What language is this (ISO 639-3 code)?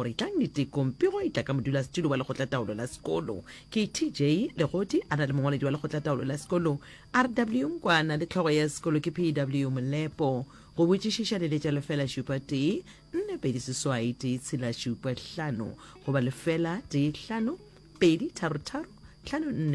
nso